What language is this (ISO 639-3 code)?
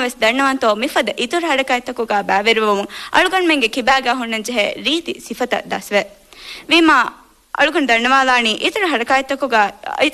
div